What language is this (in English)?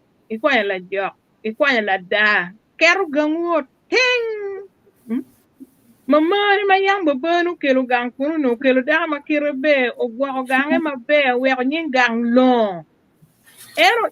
Acoli